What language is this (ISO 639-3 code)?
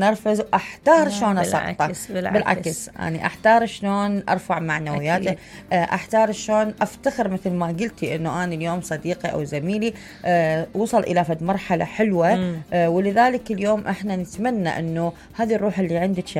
acm